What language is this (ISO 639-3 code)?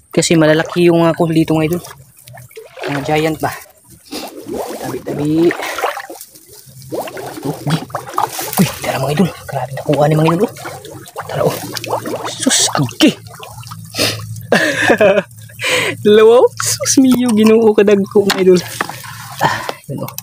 fil